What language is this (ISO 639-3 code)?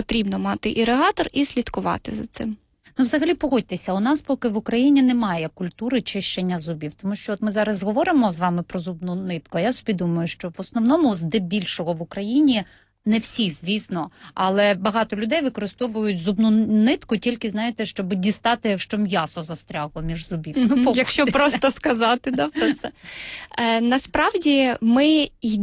ukr